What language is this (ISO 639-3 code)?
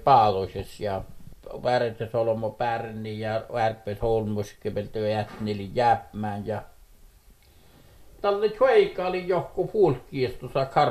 fin